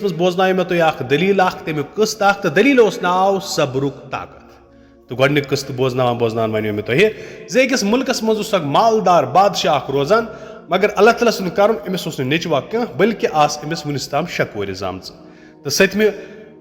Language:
Kashmiri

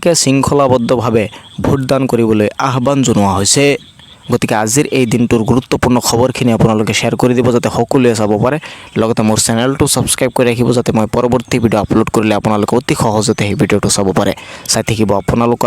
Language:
Assamese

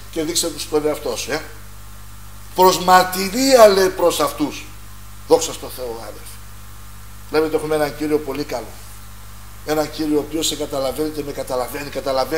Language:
Greek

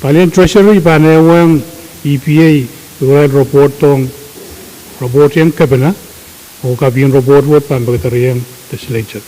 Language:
Pohnpeian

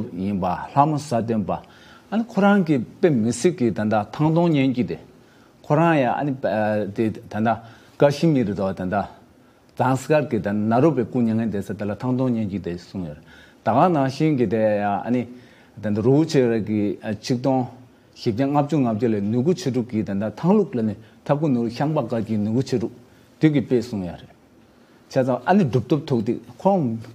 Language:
Tibetan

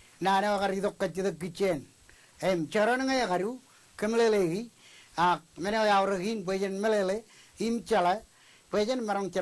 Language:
Marshallese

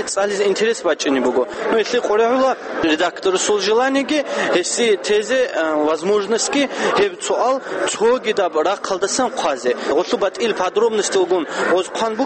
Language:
Avaric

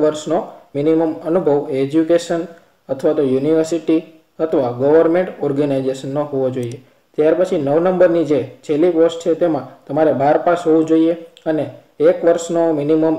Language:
Gujarati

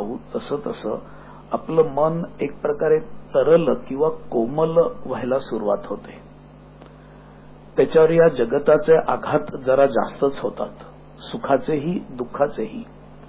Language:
Marathi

